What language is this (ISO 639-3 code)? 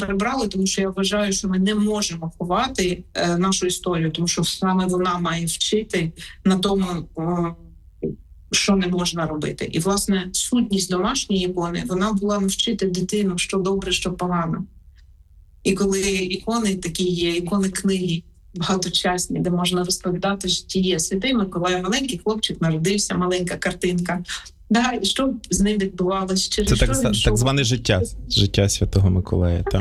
ukr